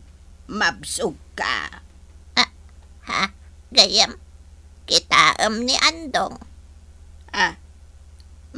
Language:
Iloko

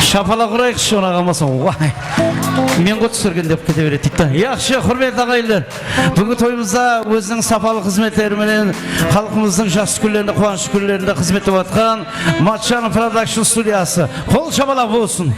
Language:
Kara-Kalpak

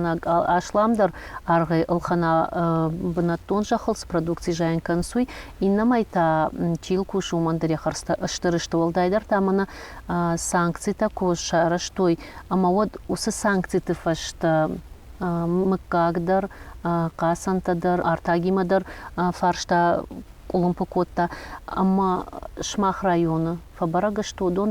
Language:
Ossetic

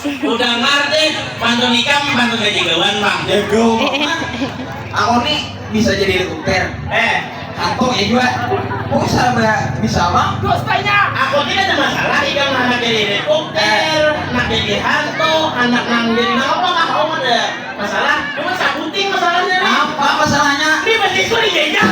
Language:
Banjar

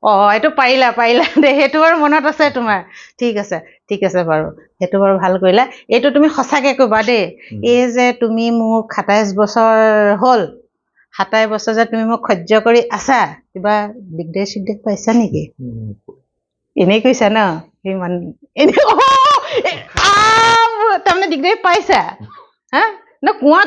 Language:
Assamese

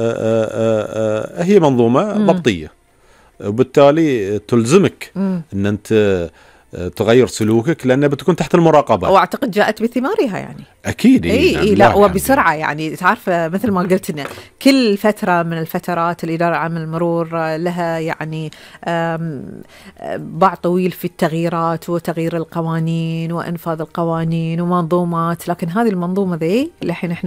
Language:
Gulf Arabic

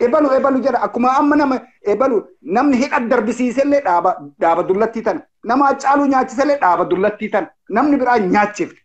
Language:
Oromo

